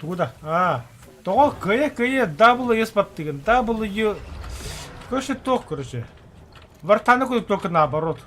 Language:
Yakut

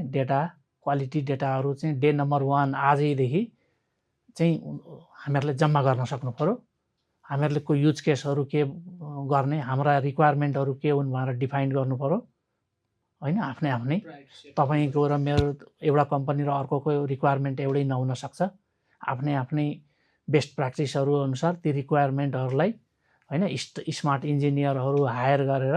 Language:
Nepali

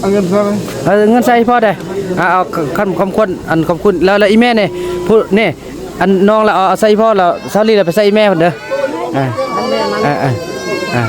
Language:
Lao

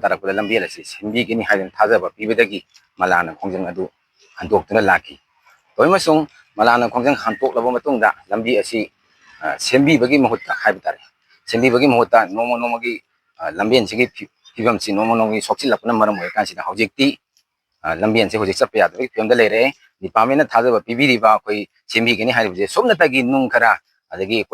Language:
Manipuri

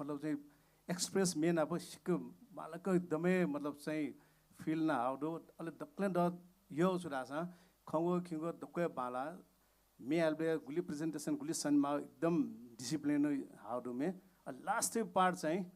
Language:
Newari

